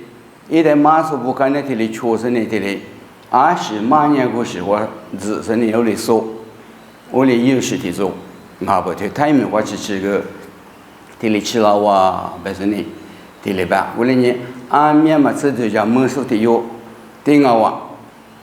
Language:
Lisu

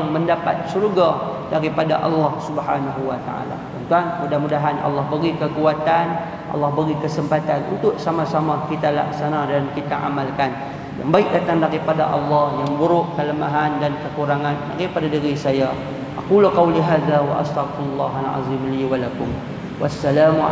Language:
Malay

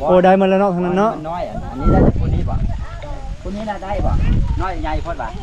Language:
Lao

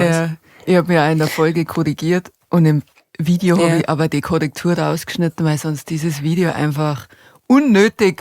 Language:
Bavarian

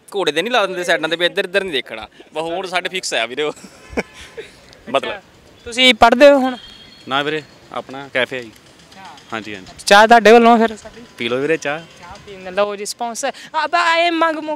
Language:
Punjabi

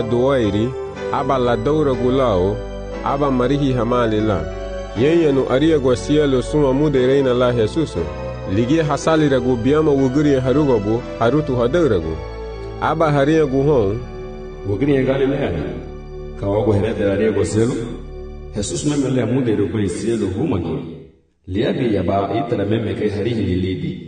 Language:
Garifuna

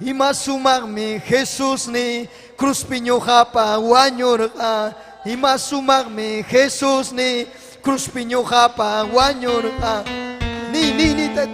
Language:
Ayacucho Quechua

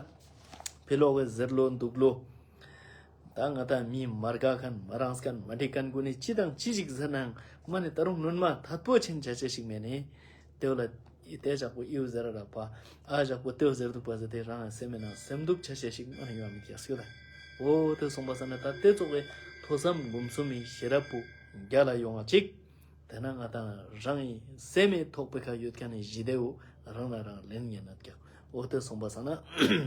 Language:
Ladakhi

